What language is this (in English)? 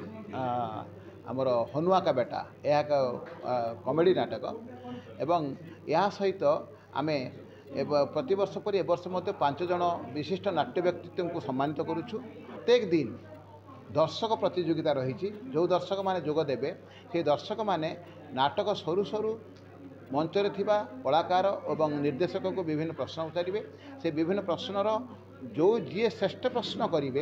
Odia